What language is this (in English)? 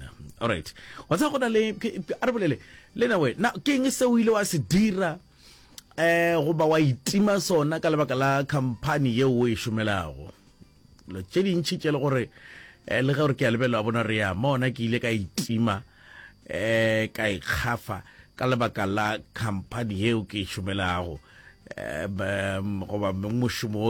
Northern Sotho